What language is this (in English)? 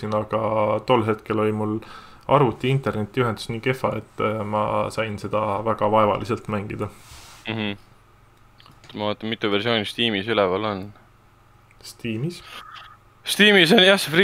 Estonian